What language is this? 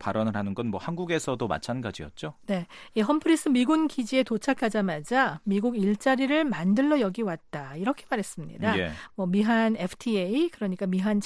Korean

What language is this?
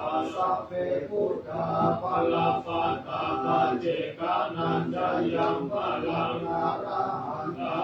Pali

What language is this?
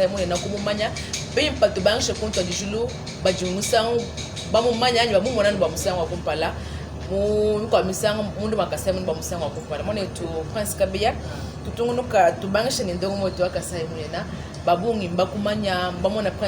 Luba-Lulua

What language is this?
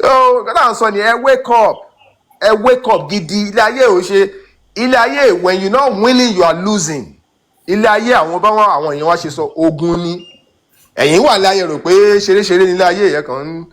Yoruba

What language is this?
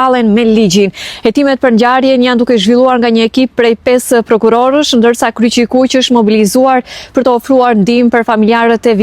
Albanian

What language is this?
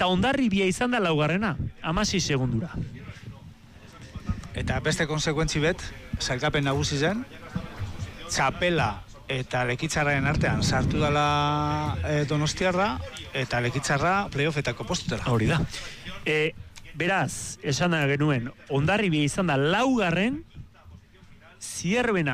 Basque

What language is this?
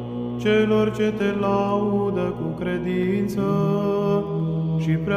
Romanian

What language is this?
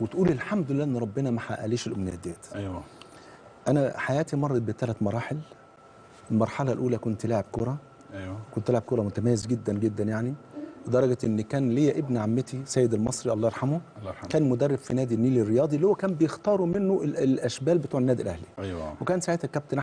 Egyptian Arabic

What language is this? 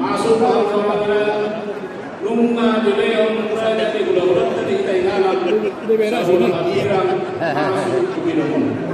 Batak Toba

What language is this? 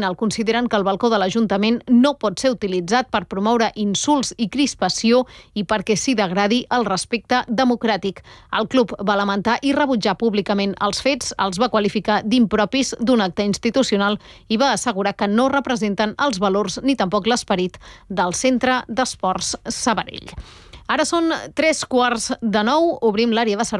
Catalan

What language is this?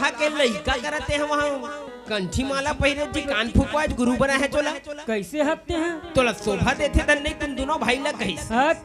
Chhattisgarhi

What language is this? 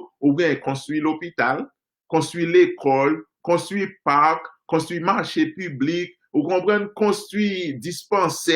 Haitian Creole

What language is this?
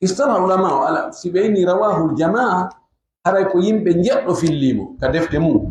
Fula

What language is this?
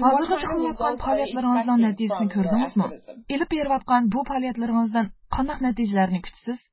Uyghur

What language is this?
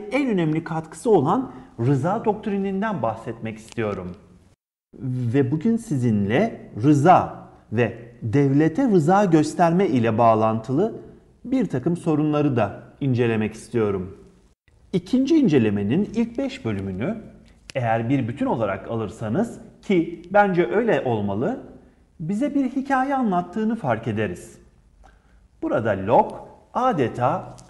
Turkish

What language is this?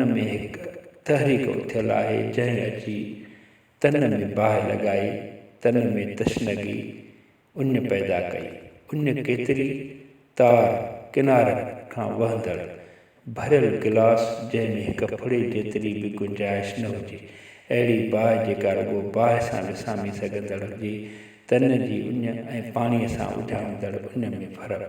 Sindhi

